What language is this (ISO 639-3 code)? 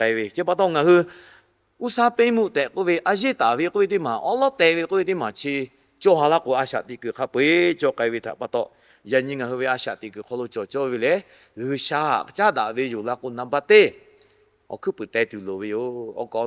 lhu